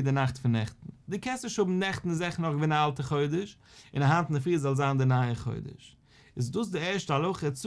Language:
Yiddish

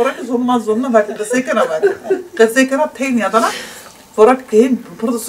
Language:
Zaza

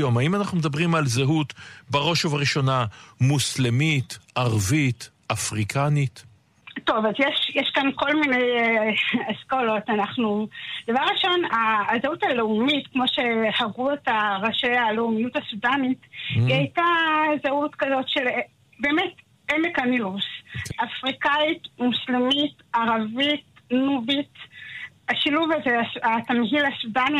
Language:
Hebrew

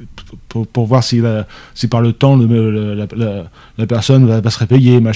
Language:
French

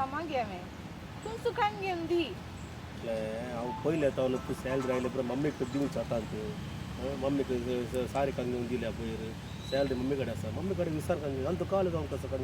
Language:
Konkani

